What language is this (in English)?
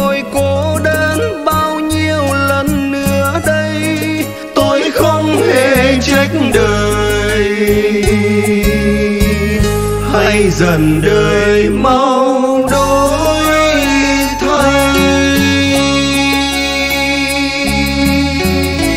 Vietnamese